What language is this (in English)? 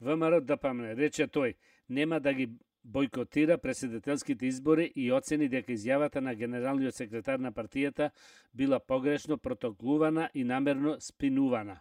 Macedonian